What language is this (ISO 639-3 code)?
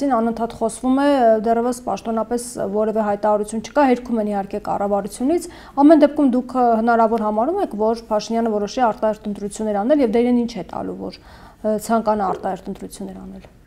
hye